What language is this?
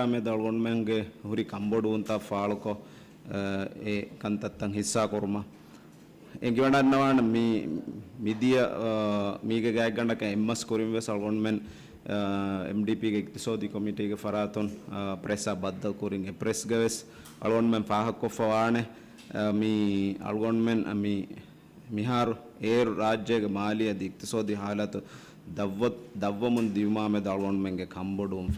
Divehi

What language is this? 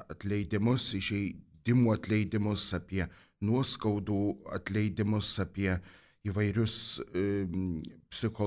Lithuanian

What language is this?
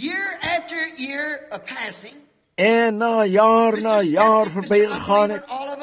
Afrikaans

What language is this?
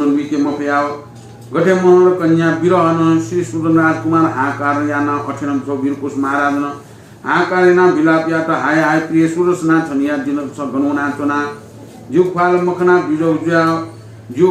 Newari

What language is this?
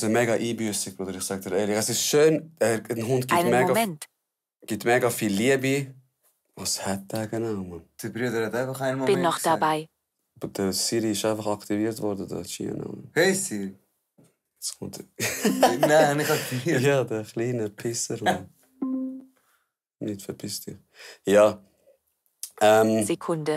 Swiss German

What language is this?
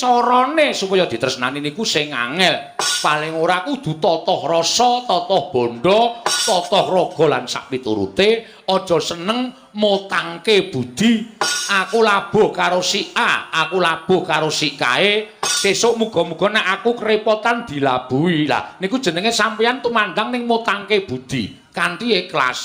Javanese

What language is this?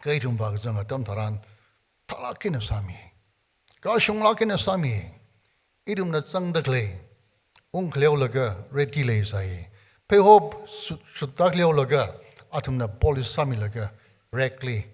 Tangkhul Naga (India)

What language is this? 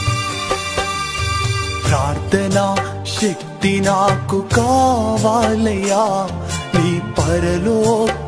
Telugu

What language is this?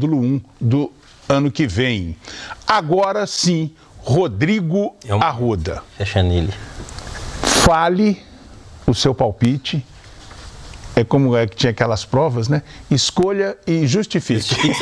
Portuguese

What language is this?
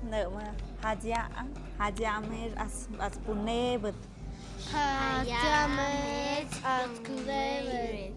Tlahuitoltepec Mixe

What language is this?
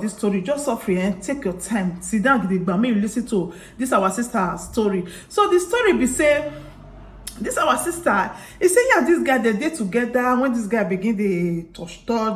Nigerian Pidgin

